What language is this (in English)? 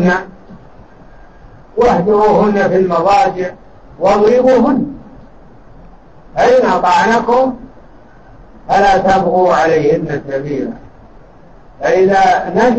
Arabic